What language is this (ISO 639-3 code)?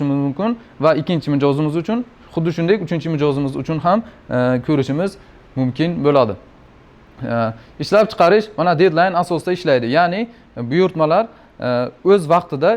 uzb